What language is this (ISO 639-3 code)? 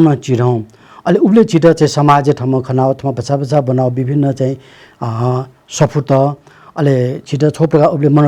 new